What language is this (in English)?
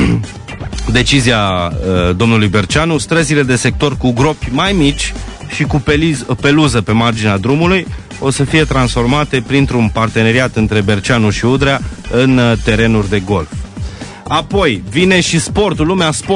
Romanian